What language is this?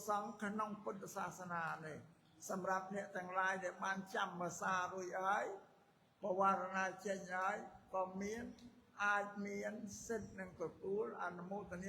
Khmer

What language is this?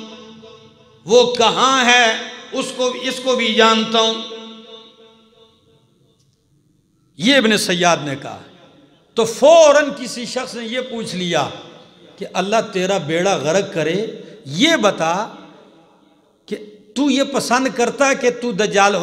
Urdu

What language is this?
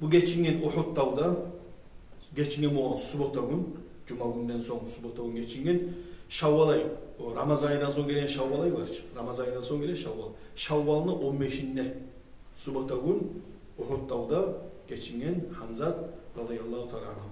Kumyk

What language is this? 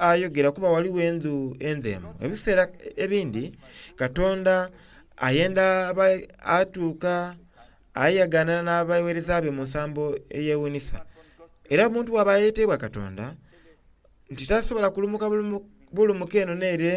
Soga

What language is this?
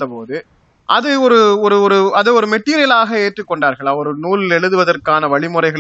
Tamil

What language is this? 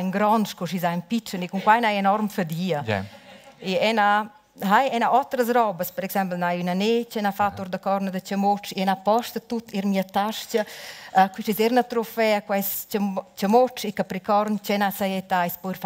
Romansh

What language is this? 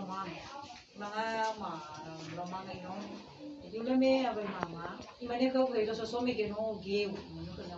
Nias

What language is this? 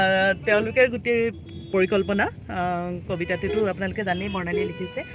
Assamese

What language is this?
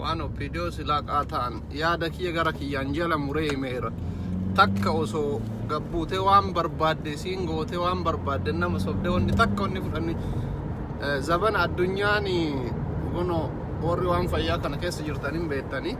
Oromo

